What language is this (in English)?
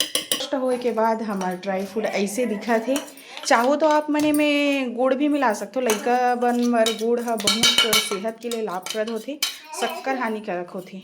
Chhattisgarhi